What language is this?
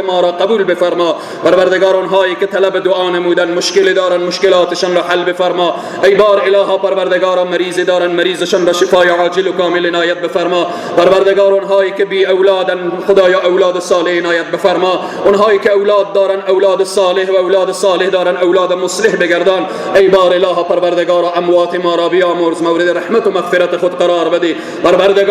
Persian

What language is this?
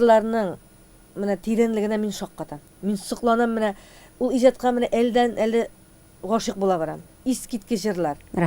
Tatar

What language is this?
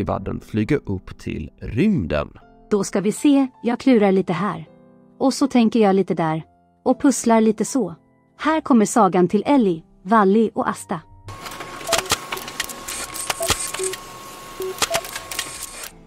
Swedish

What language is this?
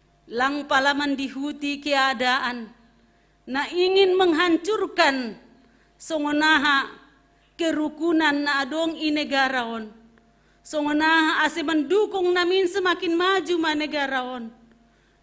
Batak Simalungun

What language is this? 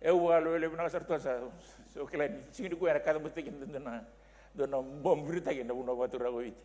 Fijian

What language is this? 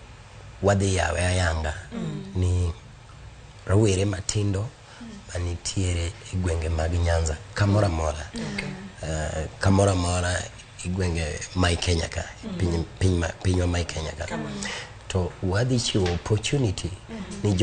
Luo (Kenya and Tanzania)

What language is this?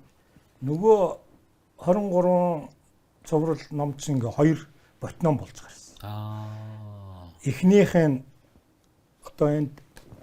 Mongolian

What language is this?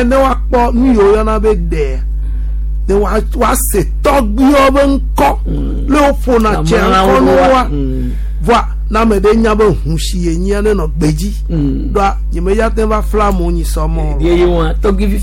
Gen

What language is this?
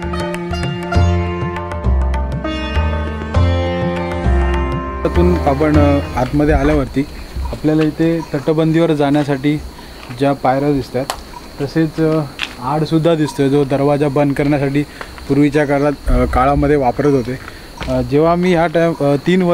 Marathi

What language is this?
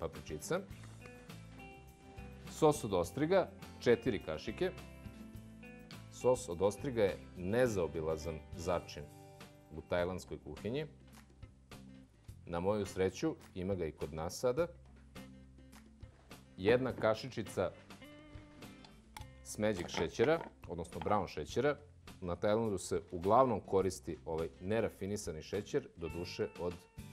Serbian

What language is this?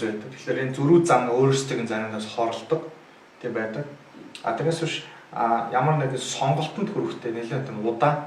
Mongolian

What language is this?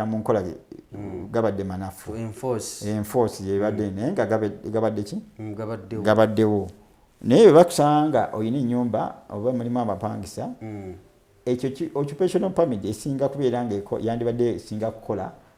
Ganda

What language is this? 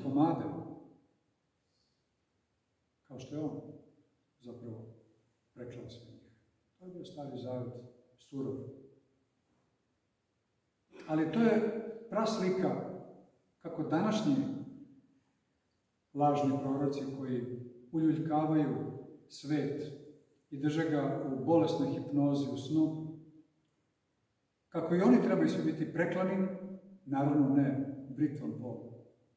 Serbian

